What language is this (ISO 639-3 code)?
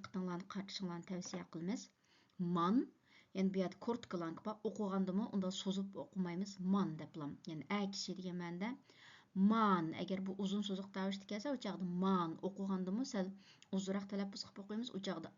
uig